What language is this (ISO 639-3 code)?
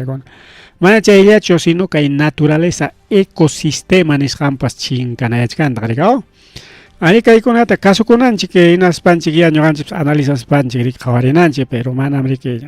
quy